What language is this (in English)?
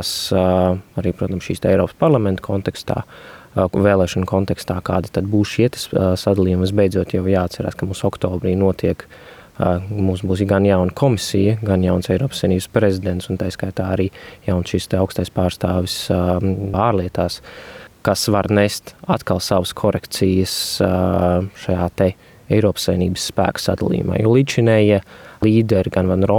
Latvian